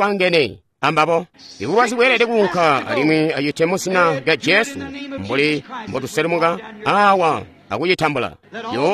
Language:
Tonga (Zambia)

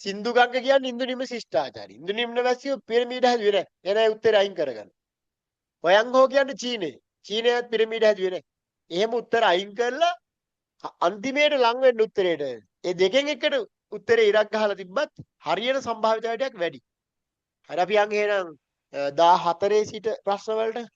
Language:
Sinhala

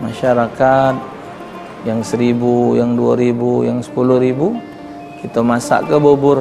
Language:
Musi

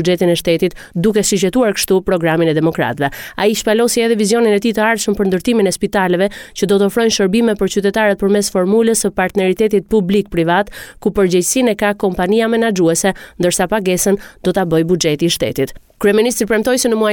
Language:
Albanian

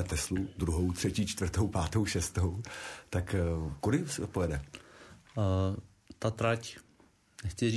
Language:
Czech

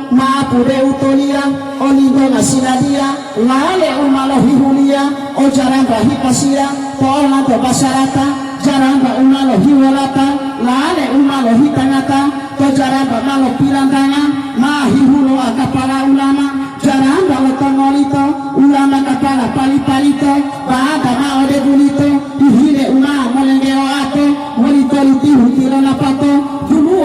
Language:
Gorontalo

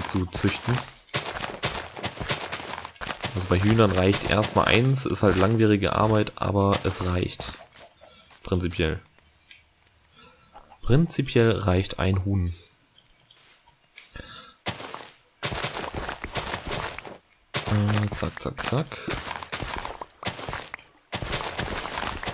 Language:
German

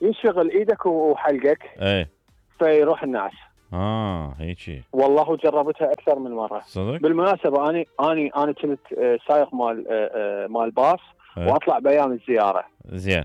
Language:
Mesopotamian Arabic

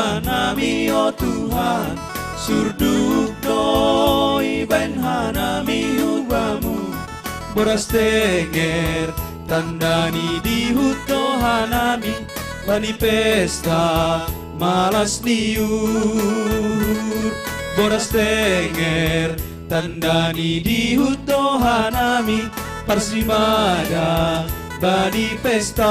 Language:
Batak Simalungun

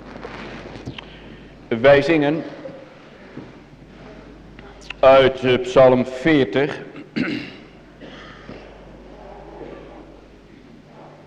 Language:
Dutch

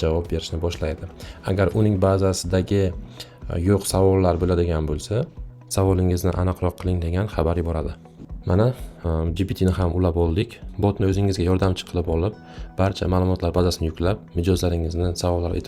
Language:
Uzbek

